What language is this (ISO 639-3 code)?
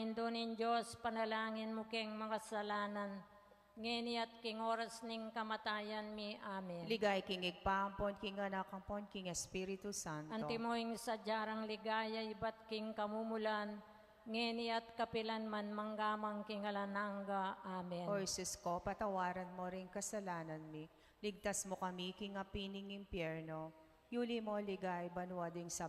pam